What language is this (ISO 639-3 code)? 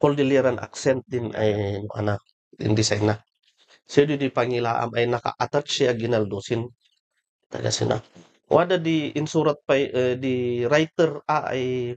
kne